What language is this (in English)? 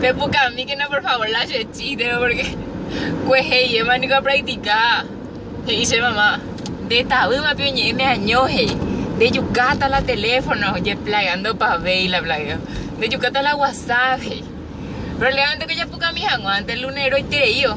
Guarani